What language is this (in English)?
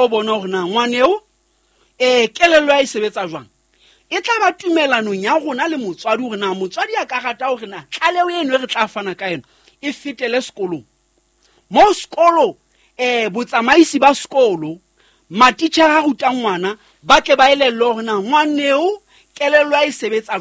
Southern Sotho